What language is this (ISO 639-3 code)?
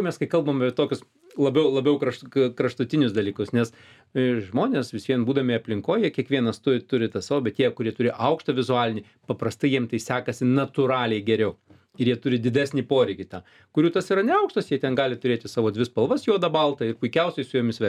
lit